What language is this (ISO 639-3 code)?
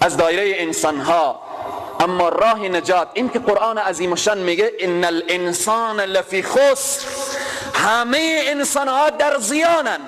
fas